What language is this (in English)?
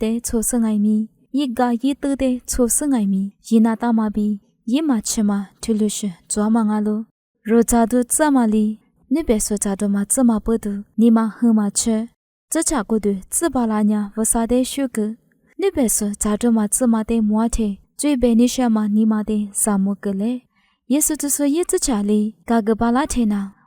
Lisu